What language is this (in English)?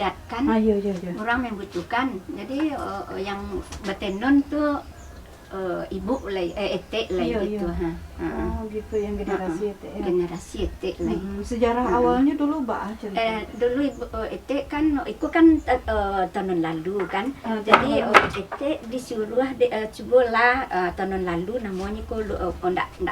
Minangkabau